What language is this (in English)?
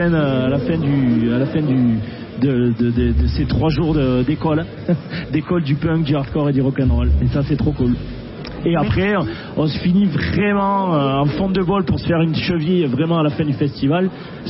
French